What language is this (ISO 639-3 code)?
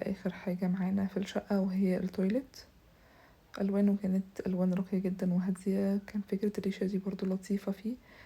arz